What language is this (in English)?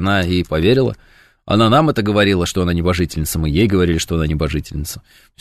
Russian